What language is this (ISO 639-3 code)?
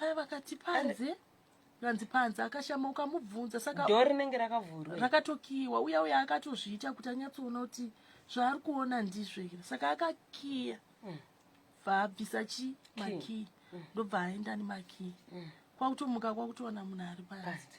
sna